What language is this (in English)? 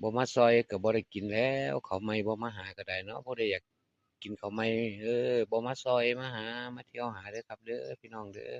Northeastern Thai